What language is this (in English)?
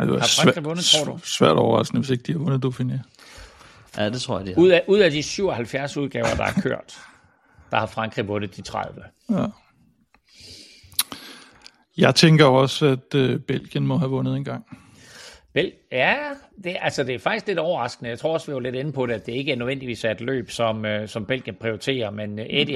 Danish